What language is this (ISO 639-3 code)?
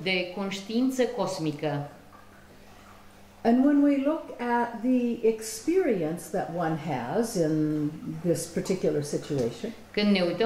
ron